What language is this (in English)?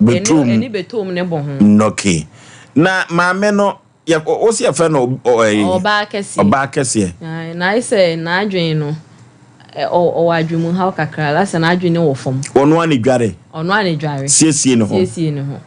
Akan